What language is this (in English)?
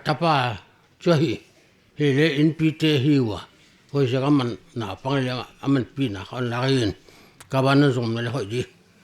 Paite Chin